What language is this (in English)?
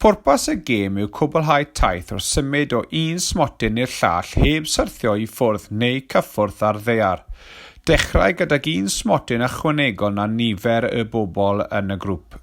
Welsh